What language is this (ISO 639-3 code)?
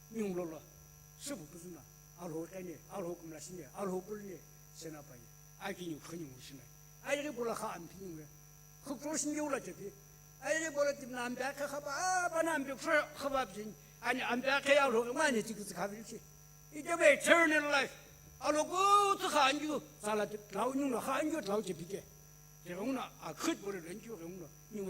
nsm